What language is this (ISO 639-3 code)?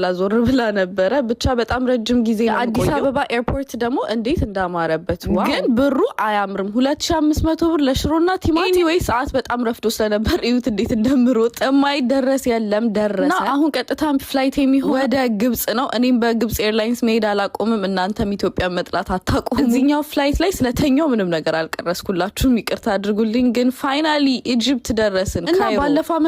amh